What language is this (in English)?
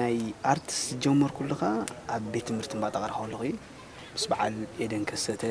Tigrinya